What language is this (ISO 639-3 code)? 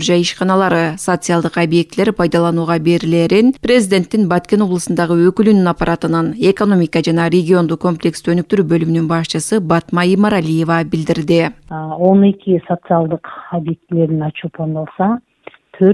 kir